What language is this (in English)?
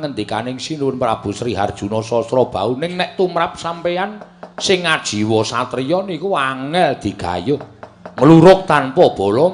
Javanese